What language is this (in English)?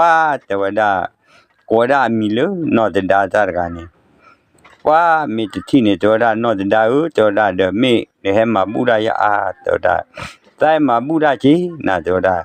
S'gaw Karen